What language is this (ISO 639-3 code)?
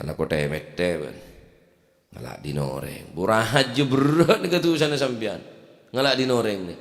mad